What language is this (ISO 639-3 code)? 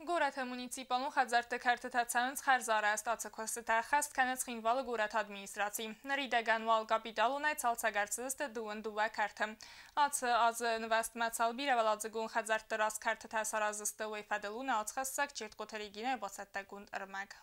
oss